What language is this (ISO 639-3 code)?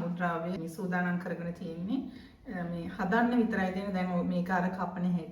sin